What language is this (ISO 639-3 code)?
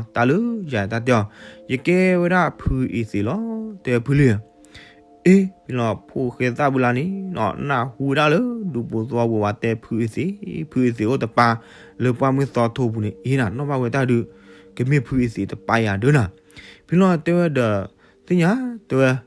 ksw